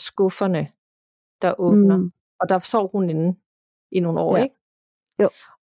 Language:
Danish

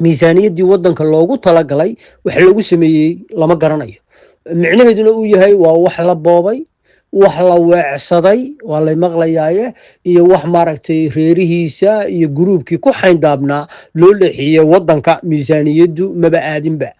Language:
Somali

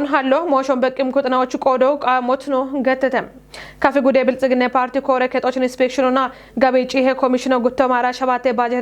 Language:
Kafa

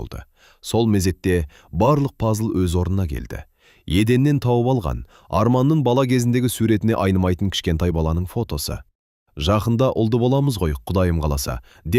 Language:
Kazakh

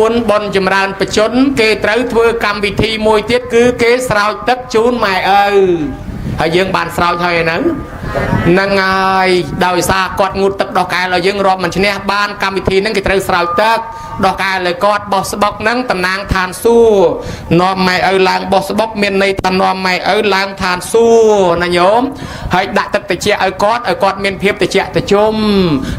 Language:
Khmer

